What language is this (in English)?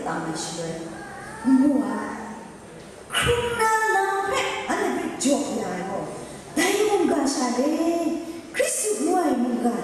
Kachin